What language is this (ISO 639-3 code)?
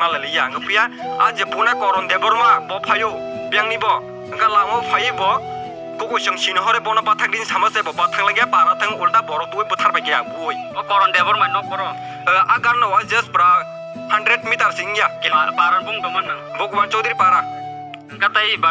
trp